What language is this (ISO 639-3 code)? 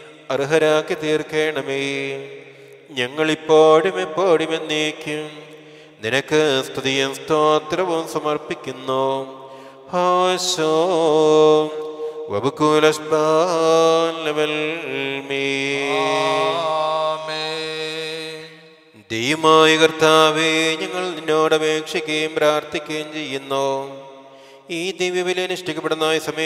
mal